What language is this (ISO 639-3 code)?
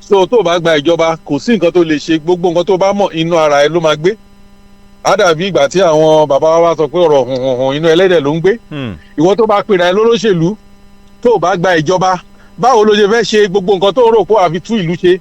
yor